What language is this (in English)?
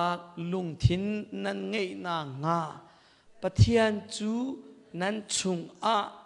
Hakha Chin